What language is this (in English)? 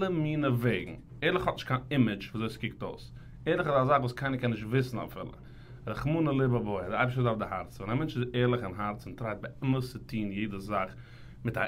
Yiddish